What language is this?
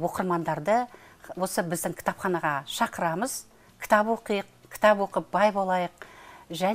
Kazakh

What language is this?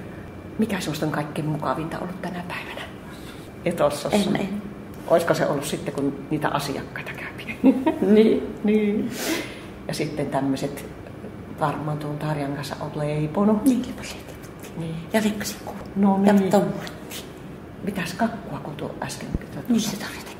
Finnish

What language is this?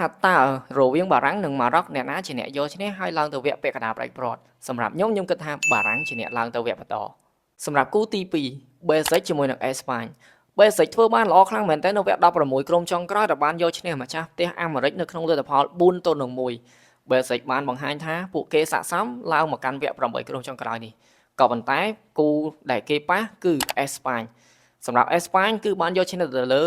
Khmer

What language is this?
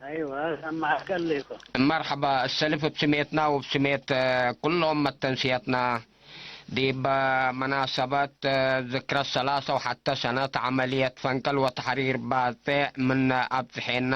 Tigre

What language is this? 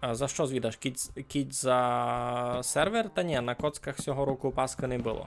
Rusyn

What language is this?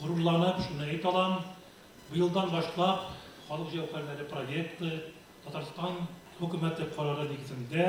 Tatar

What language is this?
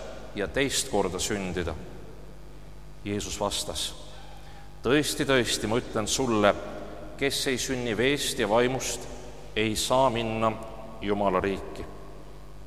Estonian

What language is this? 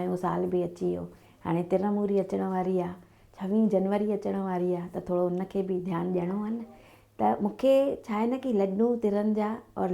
Sindhi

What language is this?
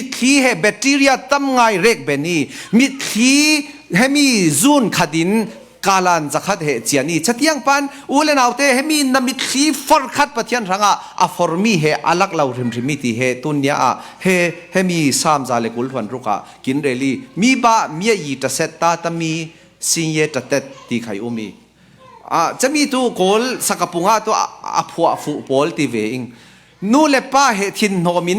Falam Chin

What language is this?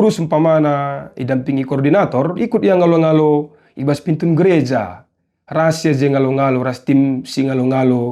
Batak Karo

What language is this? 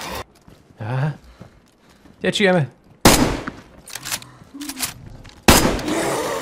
Slovak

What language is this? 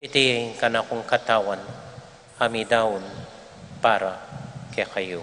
Pampanga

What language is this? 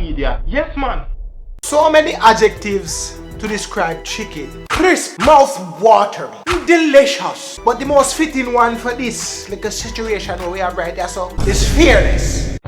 Jamaican Creole English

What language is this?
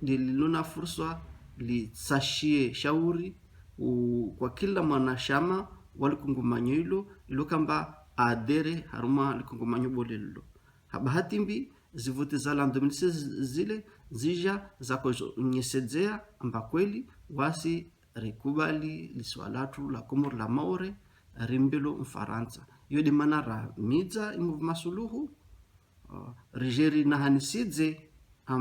Ngazidja Comorian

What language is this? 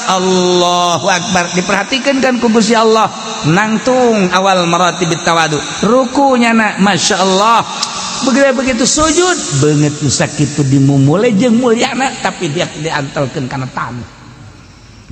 Sundanese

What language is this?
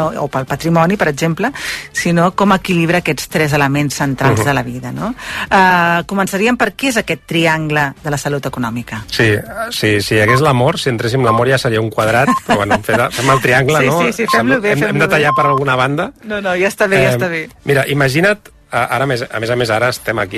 Catalan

